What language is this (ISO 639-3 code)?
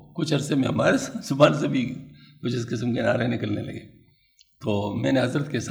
urd